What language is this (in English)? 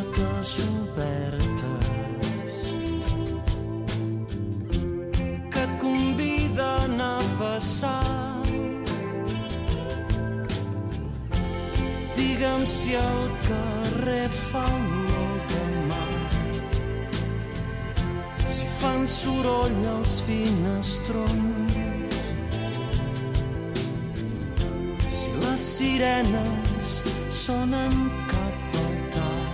Catalan